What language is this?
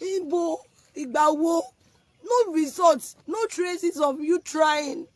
Yoruba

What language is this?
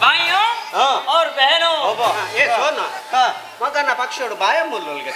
Tulu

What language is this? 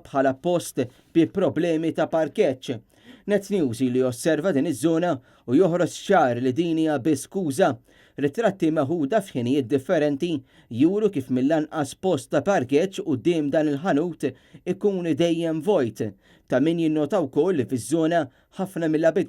Maltese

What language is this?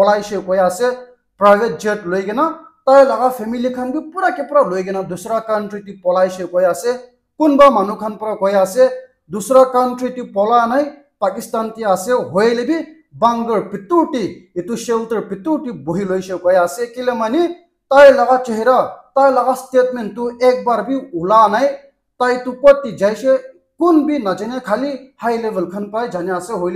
Naga Pidgin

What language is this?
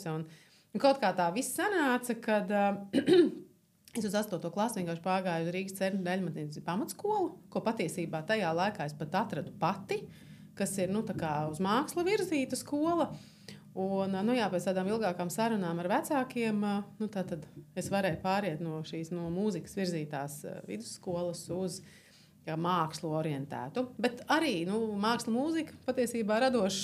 Latvian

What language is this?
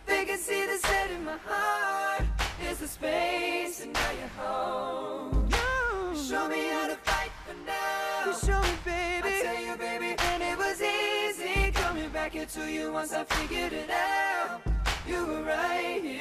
English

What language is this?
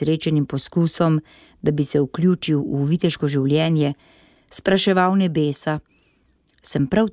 Slovenian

